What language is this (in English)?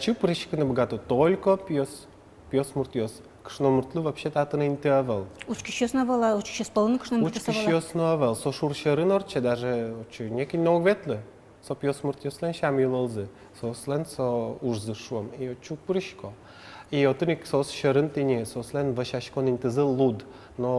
Udmurt